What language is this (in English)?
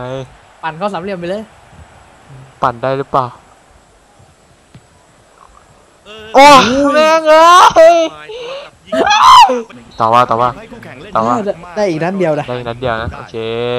Thai